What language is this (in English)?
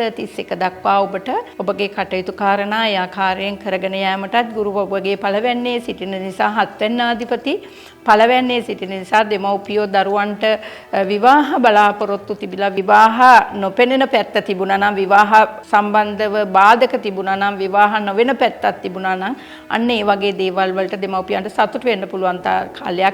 Sinhala